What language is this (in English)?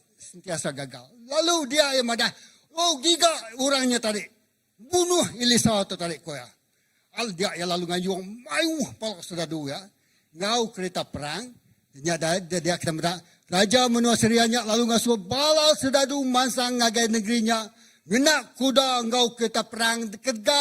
Iban